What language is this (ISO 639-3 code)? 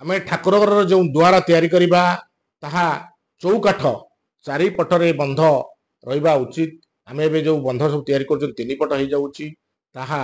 ori